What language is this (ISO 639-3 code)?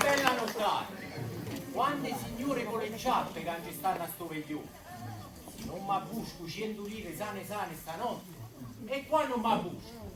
nap